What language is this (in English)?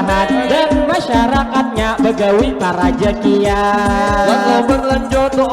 Banjar